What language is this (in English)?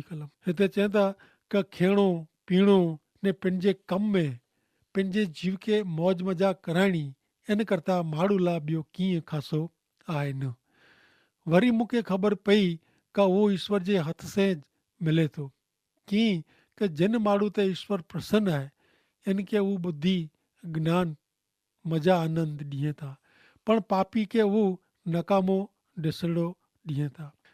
Kachhi